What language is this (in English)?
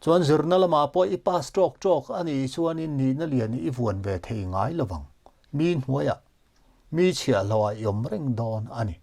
Mizo